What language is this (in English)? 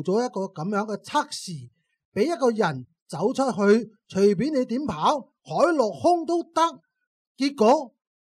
Cantonese